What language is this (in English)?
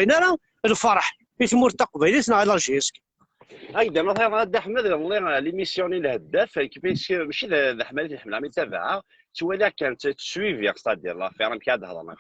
Kabyle